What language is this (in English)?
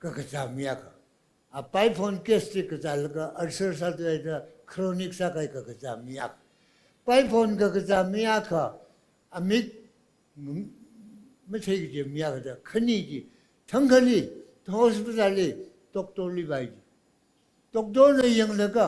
Tangkhul Naga (India)